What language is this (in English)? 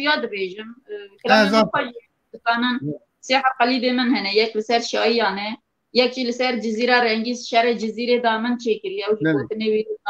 Kurdish